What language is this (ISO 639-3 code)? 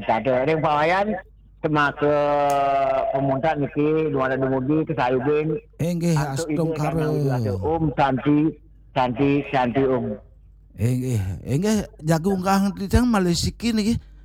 ban